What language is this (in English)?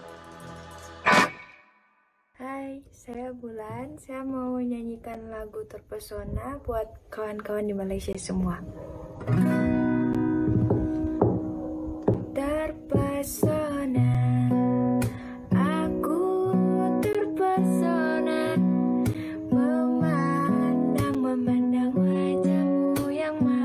Malay